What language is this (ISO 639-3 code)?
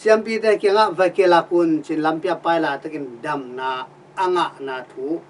ctd